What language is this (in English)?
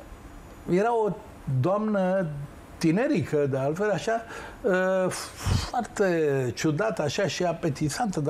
Romanian